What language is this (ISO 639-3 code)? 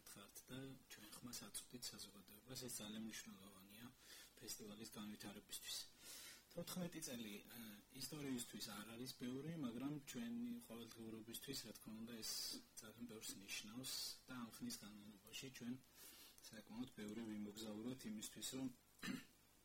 kat